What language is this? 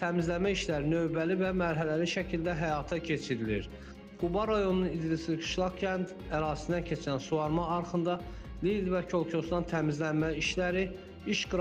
Azerbaijani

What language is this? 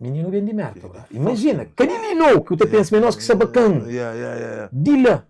Kabuverdianu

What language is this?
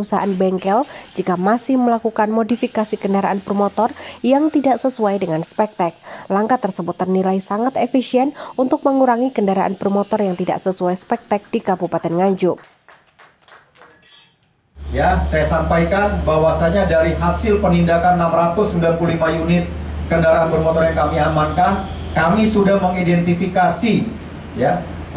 Indonesian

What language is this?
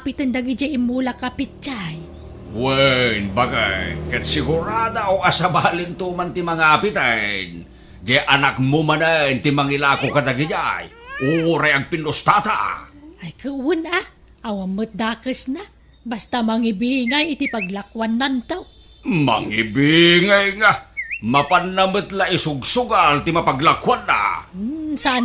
Iloko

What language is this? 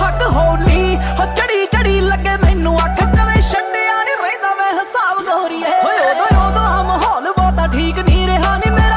Punjabi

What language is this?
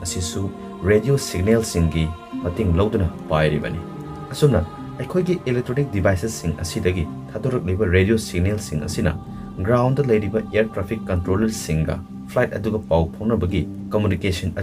Manipuri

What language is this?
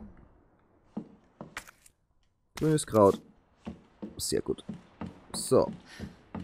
German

